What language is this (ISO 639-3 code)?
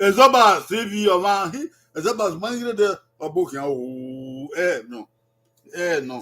bin